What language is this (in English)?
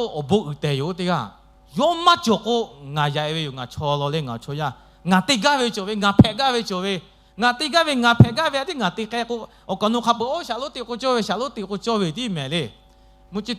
Lahu